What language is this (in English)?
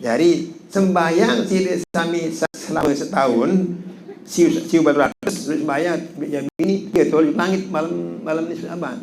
Sasak